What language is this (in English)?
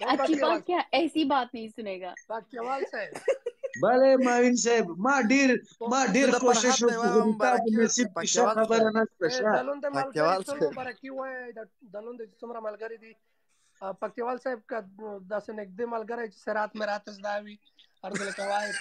Pashto